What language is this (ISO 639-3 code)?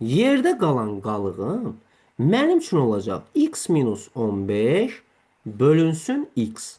aze